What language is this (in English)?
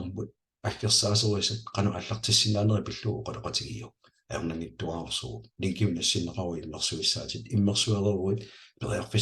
Kalaallisut